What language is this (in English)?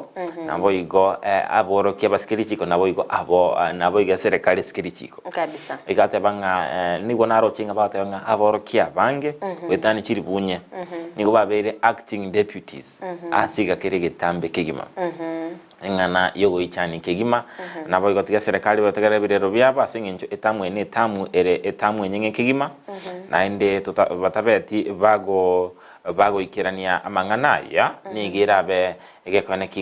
Gusii